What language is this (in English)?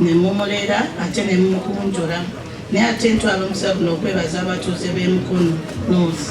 Ganda